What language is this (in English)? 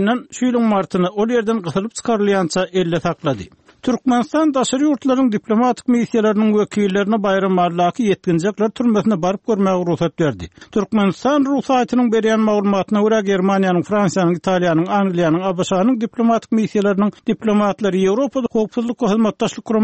Turkmen